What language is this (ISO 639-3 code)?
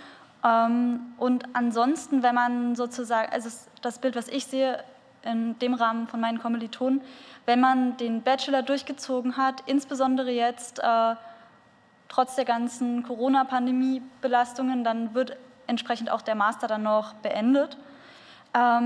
deu